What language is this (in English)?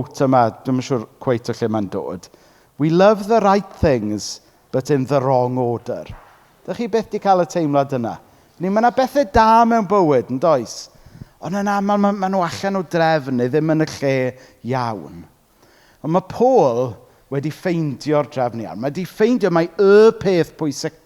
Welsh